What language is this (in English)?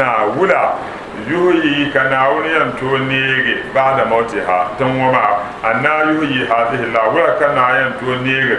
Dagbani